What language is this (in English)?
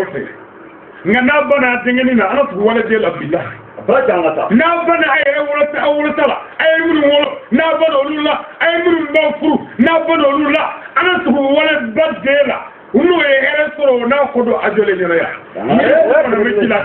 Bambara